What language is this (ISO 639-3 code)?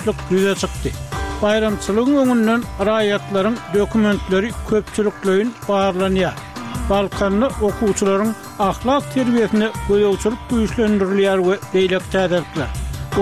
tuk